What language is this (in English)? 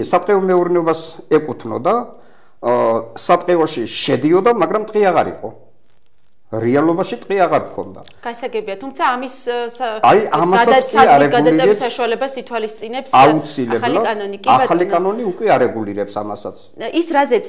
Georgian